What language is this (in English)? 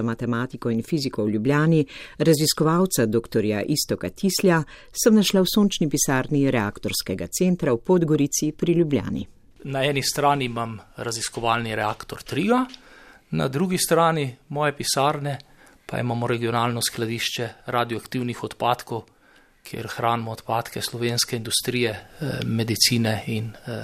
Slovenian